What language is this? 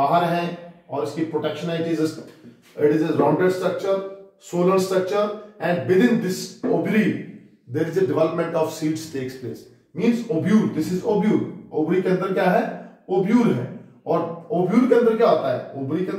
Hindi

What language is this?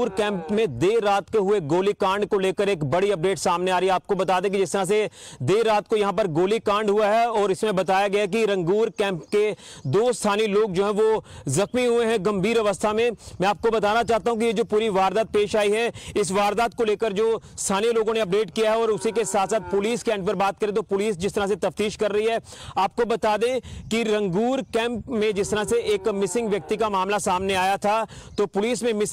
Hindi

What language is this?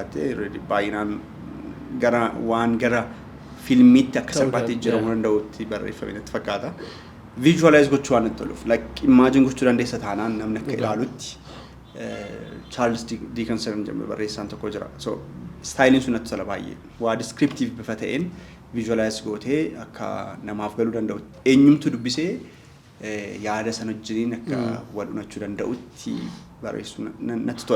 Oromo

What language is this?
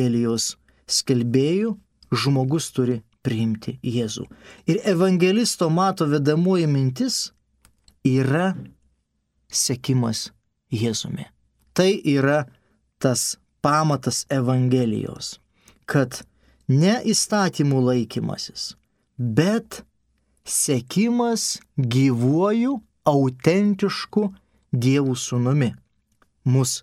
Lithuanian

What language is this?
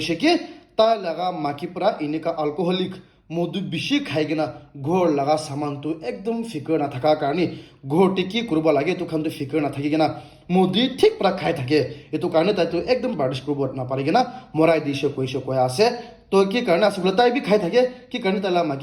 Naga Pidgin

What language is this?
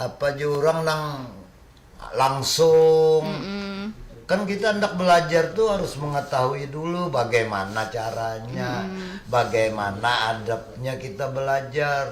Banjar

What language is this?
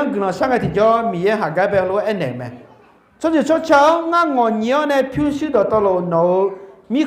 Akha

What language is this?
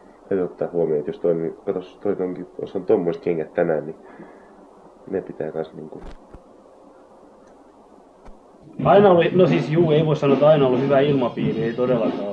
Finnish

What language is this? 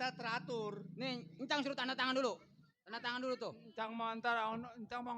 Betawi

